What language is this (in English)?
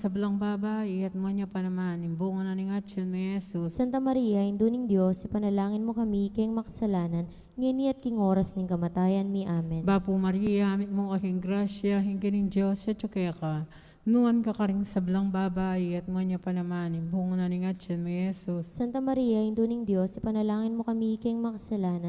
Pampanga